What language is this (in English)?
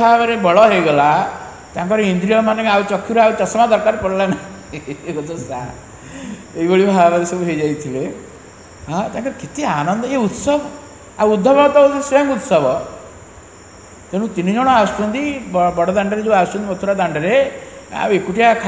Odia